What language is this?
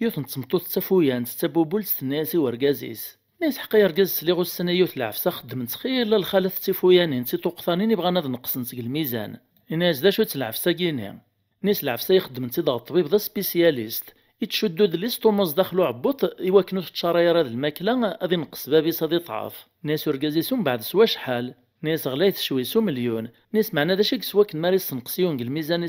Kabyle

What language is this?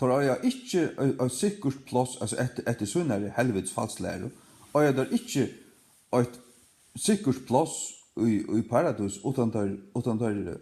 Faroese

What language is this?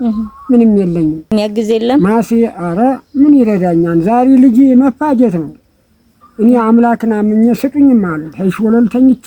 Amharic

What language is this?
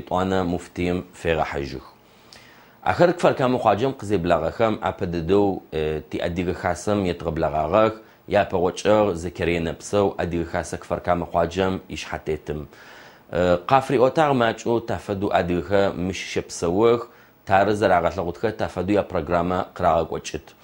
Adyghe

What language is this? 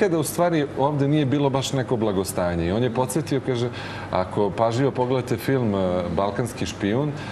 Serbian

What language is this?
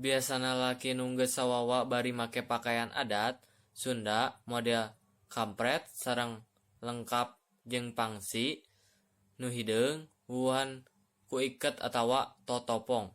Sundanese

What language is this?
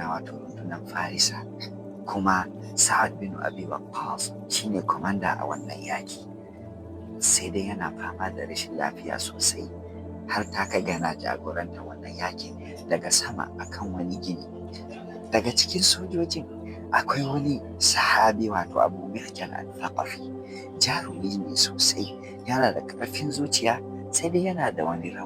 Hausa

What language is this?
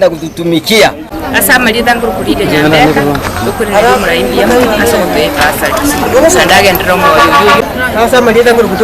Gusii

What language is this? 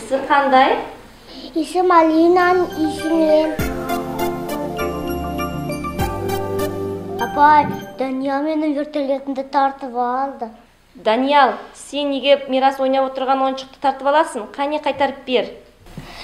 Kazakh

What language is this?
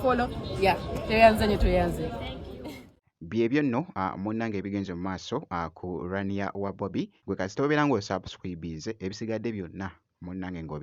Ganda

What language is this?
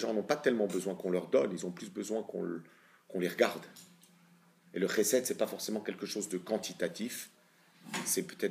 French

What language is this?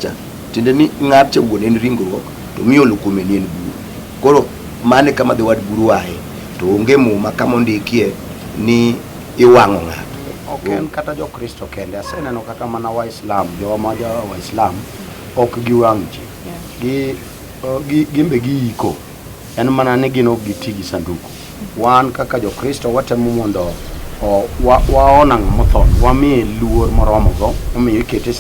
Luo (Kenya and Tanzania)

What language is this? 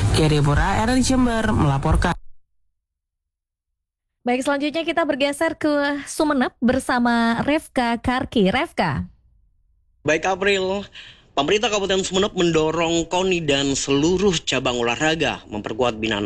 Indonesian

